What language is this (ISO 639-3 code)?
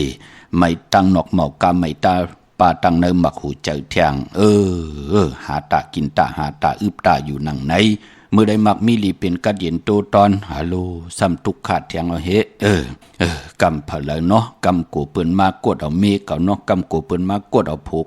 shn